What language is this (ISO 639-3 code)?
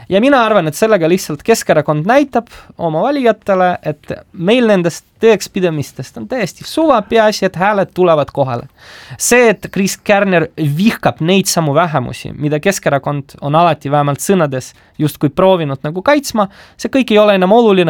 est